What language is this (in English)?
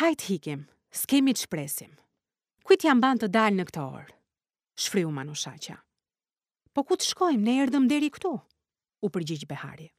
Albanian